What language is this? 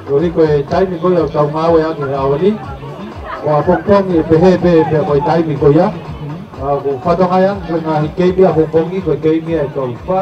Tongan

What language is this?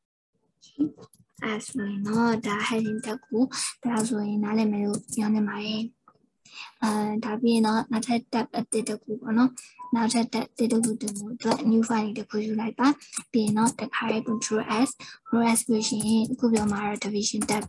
Burmese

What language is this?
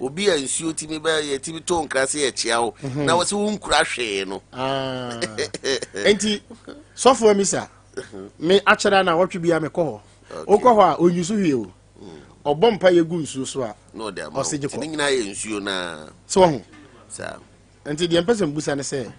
Akan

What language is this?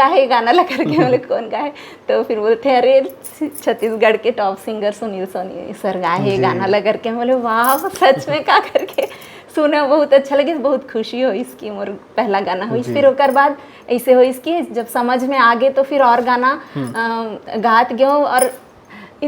Chhattisgarhi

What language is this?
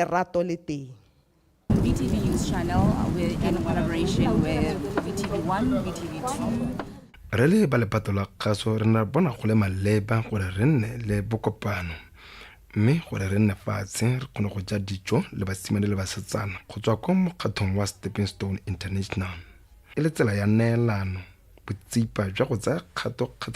Tswana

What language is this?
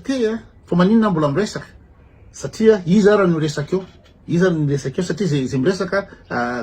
Malagasy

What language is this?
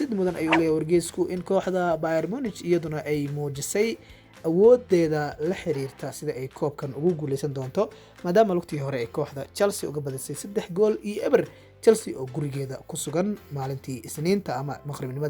Somali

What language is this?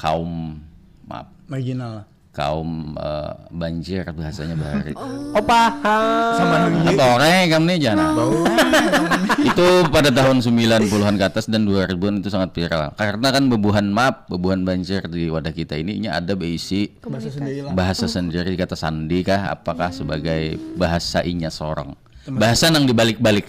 Banjar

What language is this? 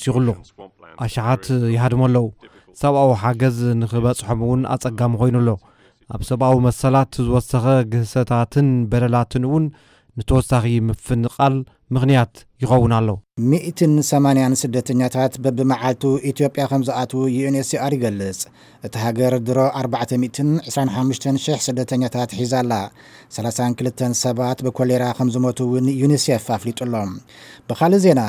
Tigrinya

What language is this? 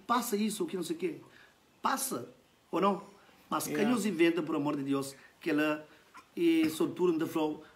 Kabuverdianu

